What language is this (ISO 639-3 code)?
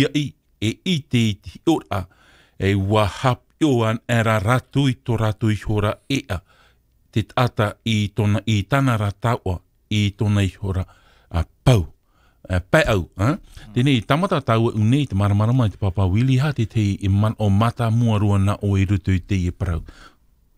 tah